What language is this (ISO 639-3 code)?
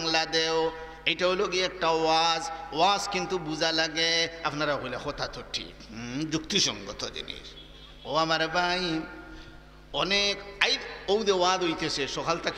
syl